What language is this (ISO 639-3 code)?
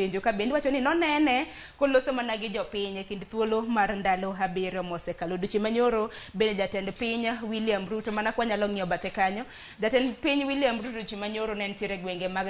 luo